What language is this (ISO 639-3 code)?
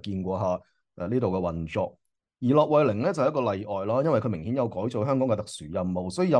yue